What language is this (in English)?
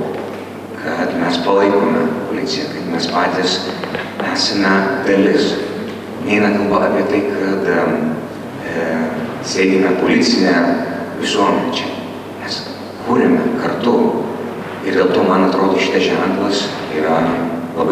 Lithuanian